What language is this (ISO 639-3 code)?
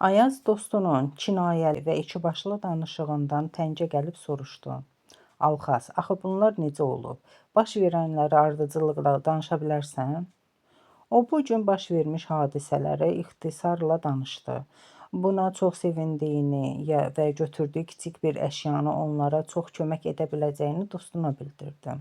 aze